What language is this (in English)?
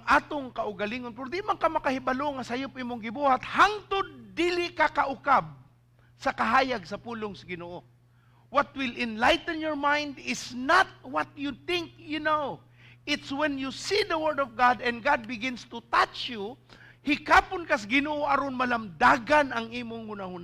Cebuano